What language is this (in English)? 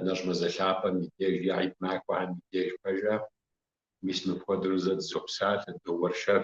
Kabardian